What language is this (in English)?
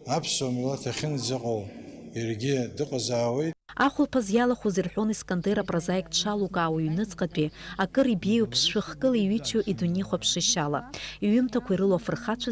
Abkhazian